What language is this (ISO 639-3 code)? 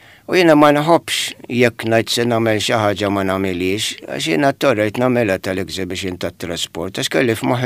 mlt